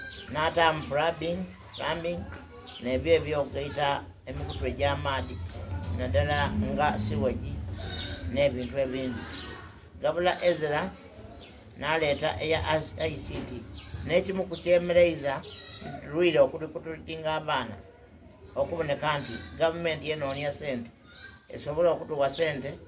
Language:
Soga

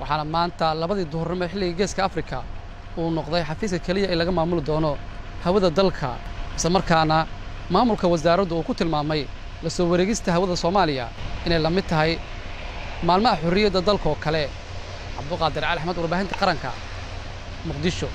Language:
Somali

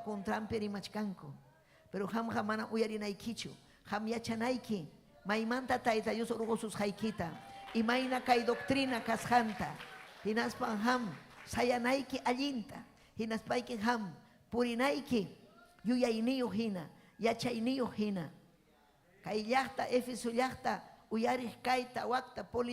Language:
Ayacucho Quechua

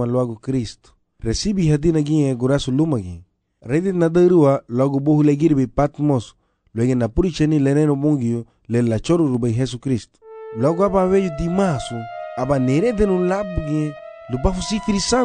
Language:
Garifuna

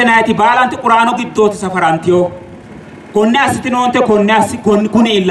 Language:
Sidamo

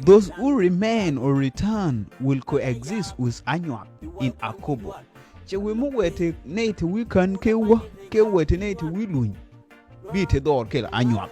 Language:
Nuer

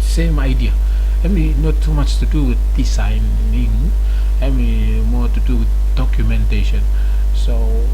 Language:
Bislama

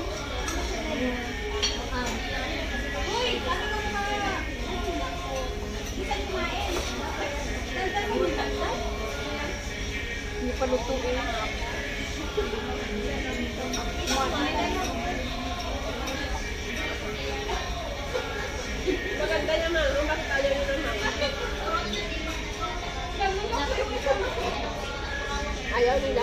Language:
Filipino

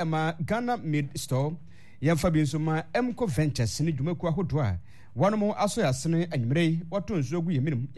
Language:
Akan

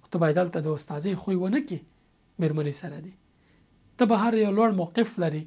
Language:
Pashto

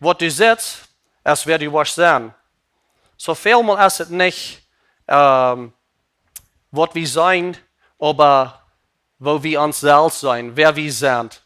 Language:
Plautdietsch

